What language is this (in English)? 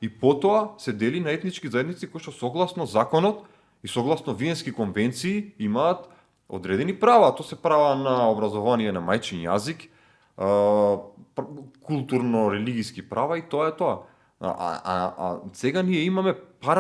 Macedonian